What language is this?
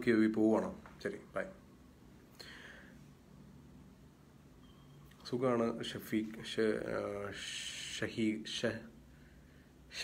Malayalam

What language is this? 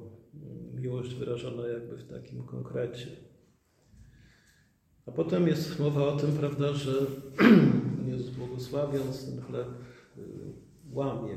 Polish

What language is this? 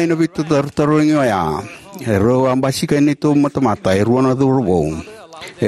Fijian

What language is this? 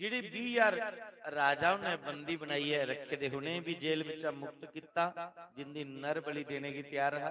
Dogri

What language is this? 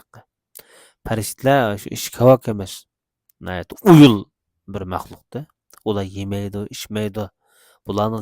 Uyghur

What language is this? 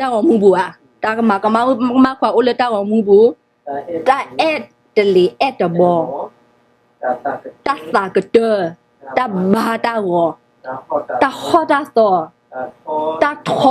S'gaw Karen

